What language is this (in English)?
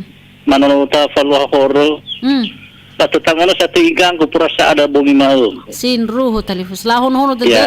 Nias